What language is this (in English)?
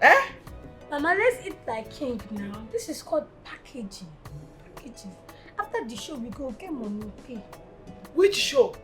Nigerian Pidgin